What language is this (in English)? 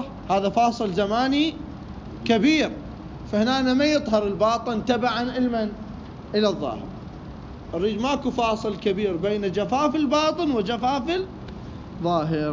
Mesopotamian Arabic